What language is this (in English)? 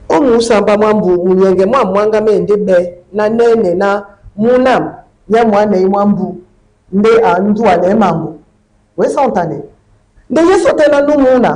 Duala